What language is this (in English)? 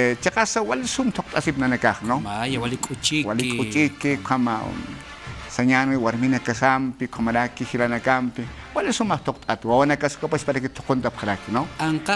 Aymara